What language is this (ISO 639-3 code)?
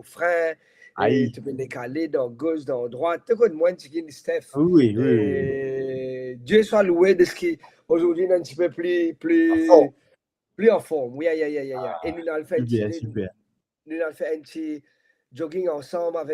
mfe